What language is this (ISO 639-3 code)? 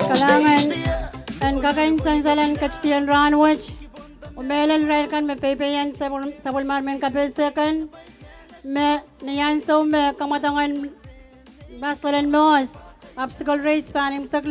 pon